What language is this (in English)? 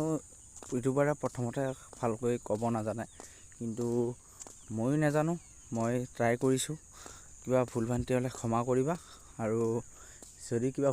Assamese